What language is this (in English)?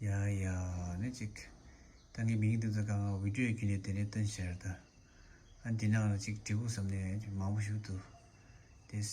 Tibetan